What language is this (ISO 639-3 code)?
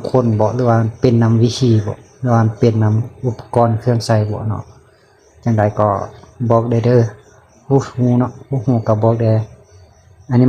lao